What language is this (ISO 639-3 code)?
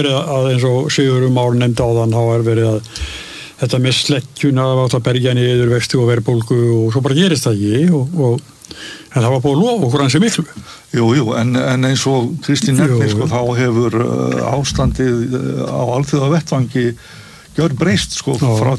isl